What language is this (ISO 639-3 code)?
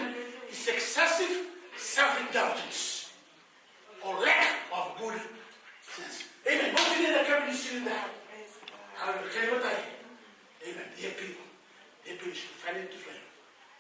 fij